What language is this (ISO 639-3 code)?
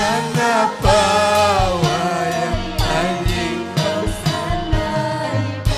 quy